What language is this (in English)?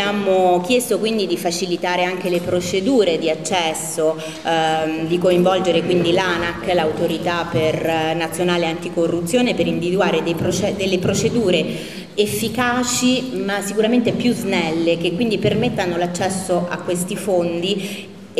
Italian